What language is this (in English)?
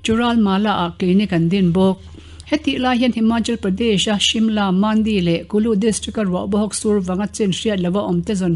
Mizo